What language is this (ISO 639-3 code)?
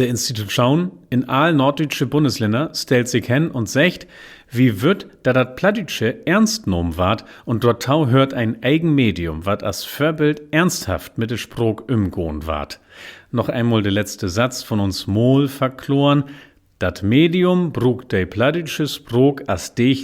nds